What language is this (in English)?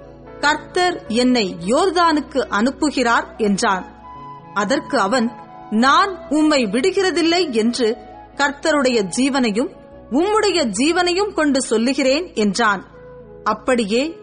Tamil